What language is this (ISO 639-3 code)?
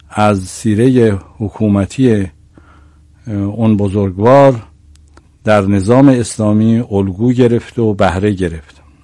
fas